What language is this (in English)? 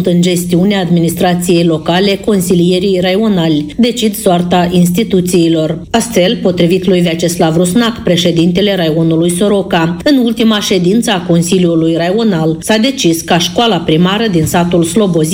Romanian